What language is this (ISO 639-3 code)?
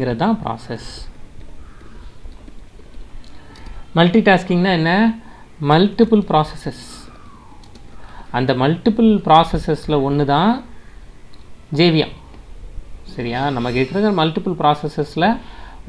tam